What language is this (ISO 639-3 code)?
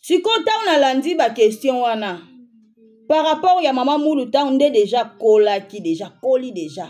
lin